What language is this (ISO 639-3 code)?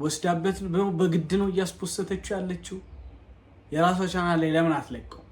amh